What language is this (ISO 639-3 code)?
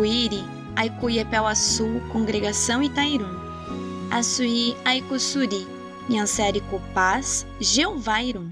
yrl